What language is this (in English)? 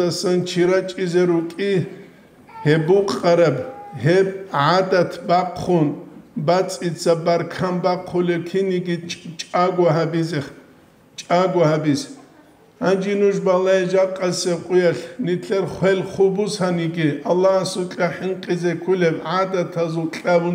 Avaric